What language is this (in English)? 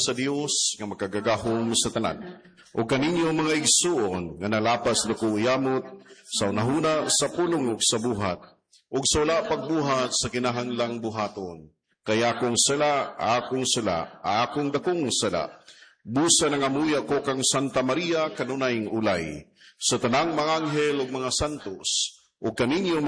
Cebuano